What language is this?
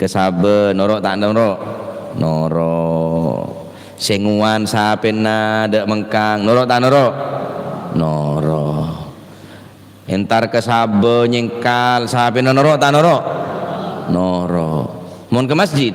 Madurese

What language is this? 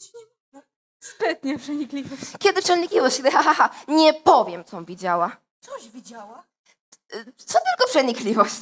Polish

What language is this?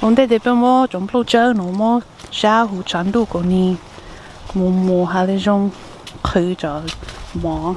Hmong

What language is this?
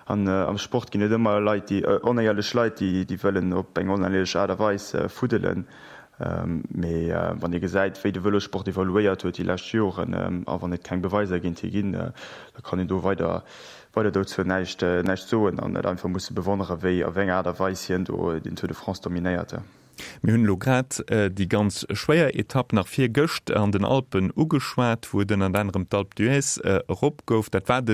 Luxembourgish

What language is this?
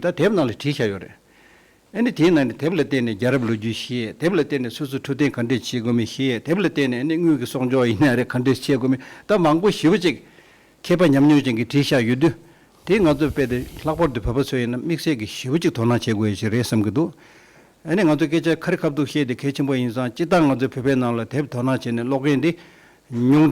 Tibetan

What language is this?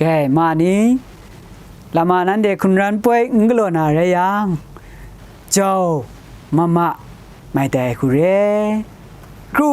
Kachin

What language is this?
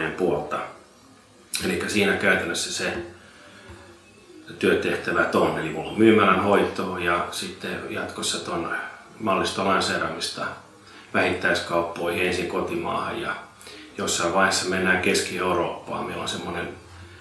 Finnish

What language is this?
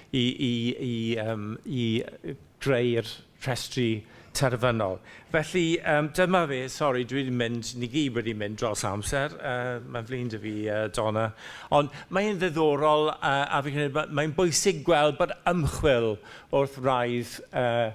Welsh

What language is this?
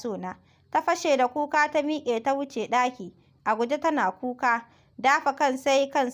Hausa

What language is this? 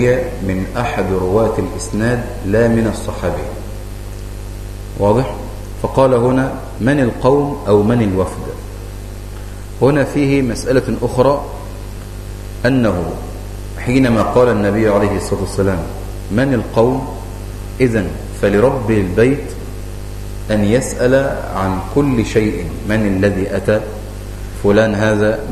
Arabic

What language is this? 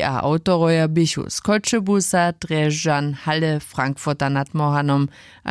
Upper Sorbian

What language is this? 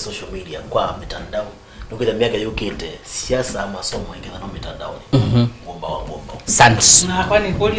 Kamba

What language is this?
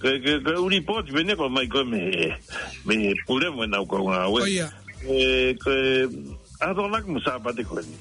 Tongan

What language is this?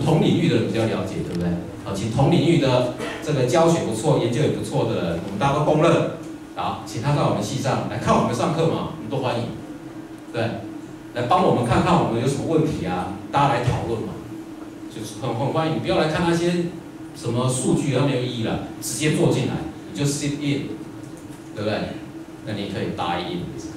Chinese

